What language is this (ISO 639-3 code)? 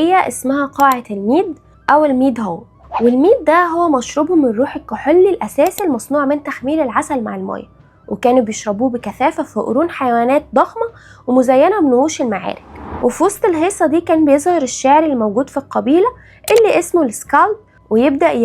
arz